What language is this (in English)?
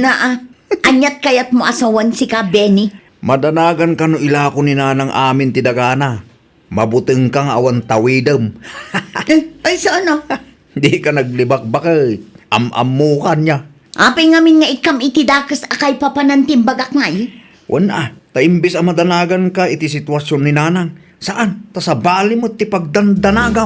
Iloko